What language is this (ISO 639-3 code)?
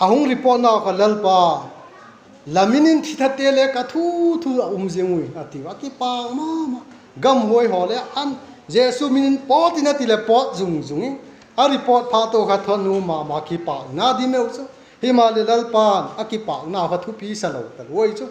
vap